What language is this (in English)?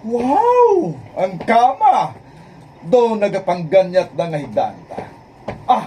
Hiligaynon